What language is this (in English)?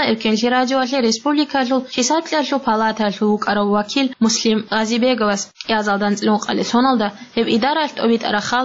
Avaric